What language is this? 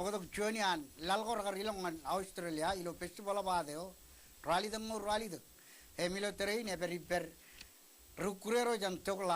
Marshallese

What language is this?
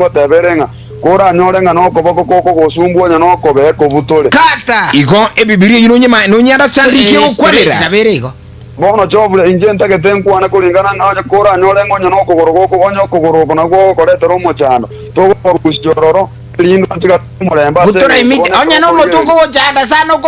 Gusii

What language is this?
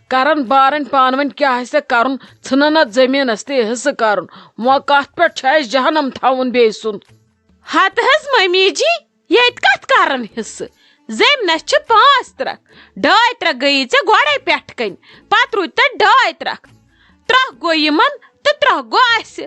Kashmiri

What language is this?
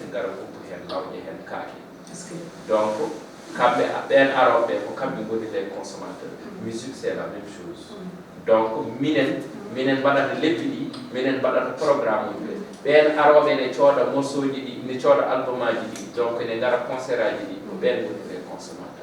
Fula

